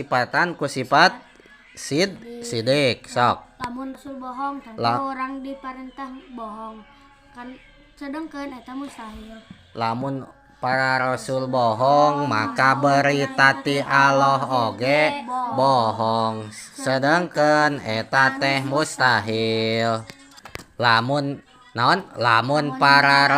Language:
Sundanese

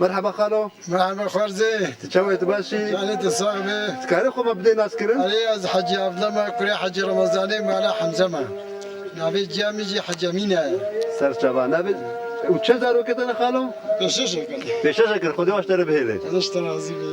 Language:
Kurdish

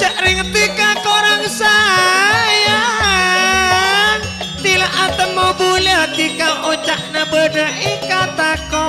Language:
Madurese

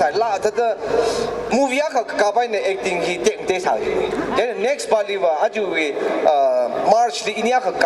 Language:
Tangkhul Naga (India)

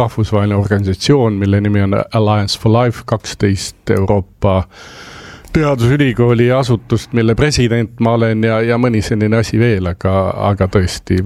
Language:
Estonian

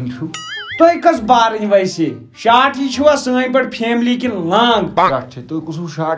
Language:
Kashmiri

